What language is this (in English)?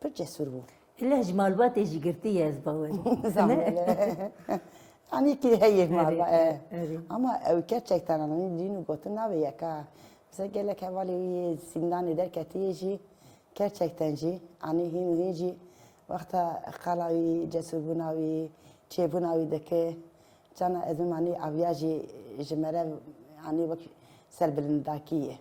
Kurdish